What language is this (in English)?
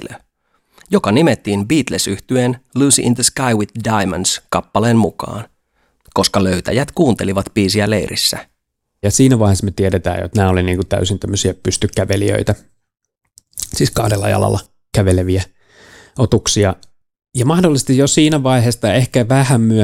Finnish